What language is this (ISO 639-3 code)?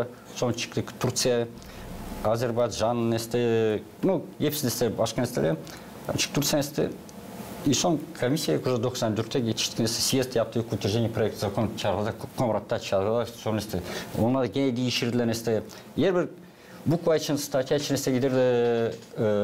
gag